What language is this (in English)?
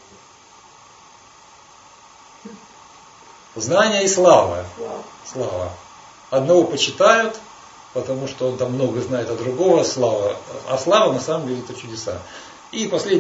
Russian